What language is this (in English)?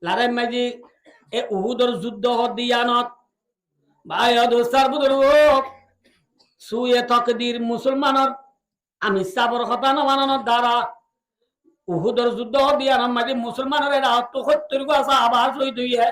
Rohingya